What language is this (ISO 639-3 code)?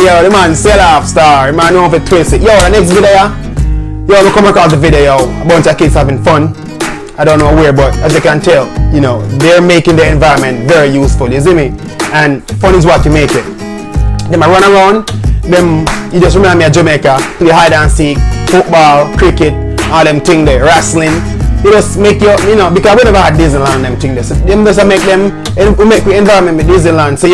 jam